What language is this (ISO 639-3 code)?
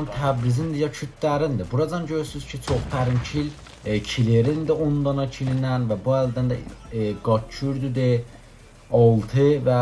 azb